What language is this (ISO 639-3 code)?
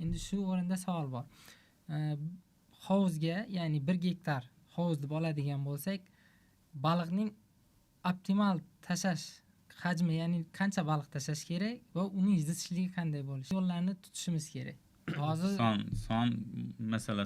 uzb